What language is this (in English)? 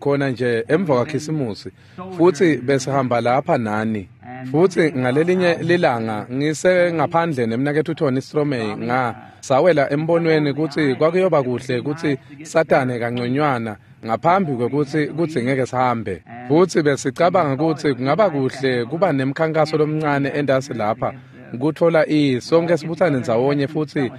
Swati